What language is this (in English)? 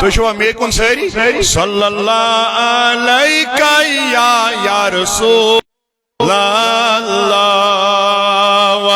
Kashmiri